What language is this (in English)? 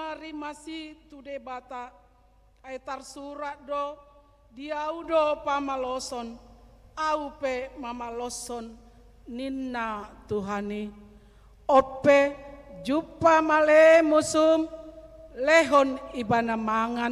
Batak Toba